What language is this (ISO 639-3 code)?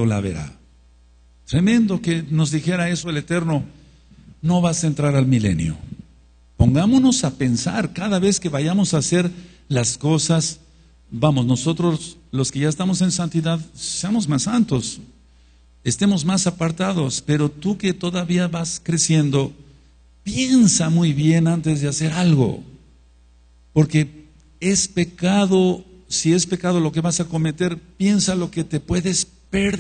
spa